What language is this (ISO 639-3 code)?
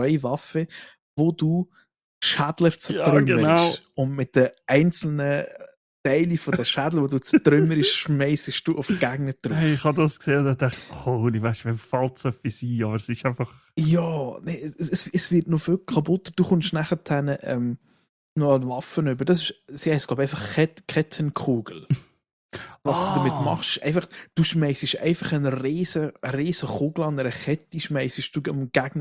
gsw